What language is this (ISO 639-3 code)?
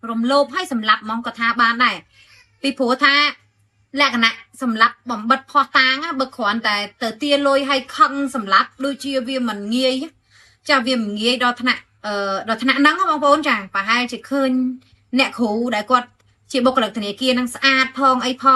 khm